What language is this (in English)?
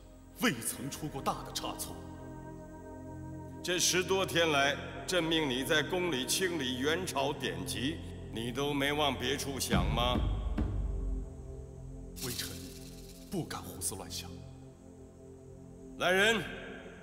Chinese